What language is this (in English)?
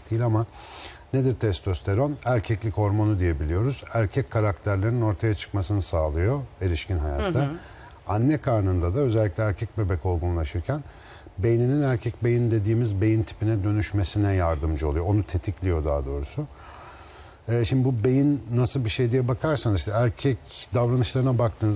Turkish